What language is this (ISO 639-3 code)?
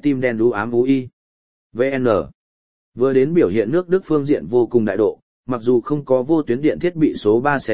vie